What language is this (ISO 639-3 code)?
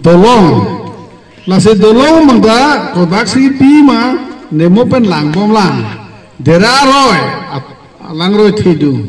mjw